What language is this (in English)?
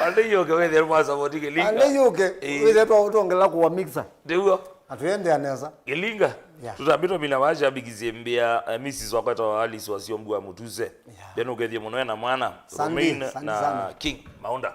Kamba